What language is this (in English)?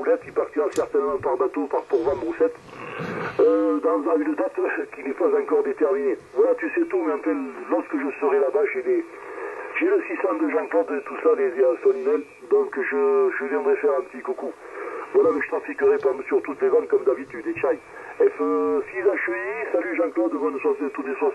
French